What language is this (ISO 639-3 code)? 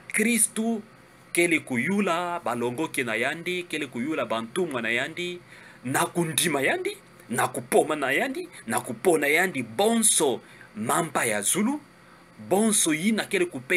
ktu